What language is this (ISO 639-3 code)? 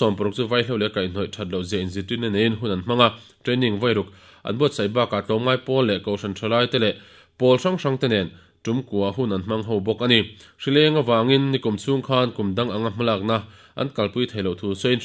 lus